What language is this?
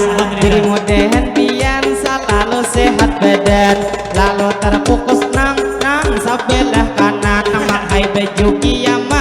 Banjar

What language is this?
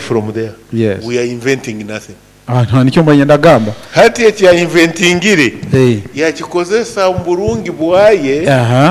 Nyoro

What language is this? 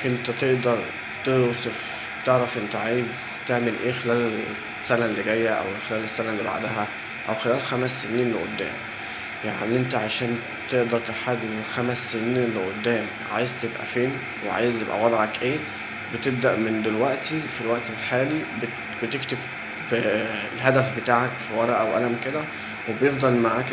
Egyptian Arabic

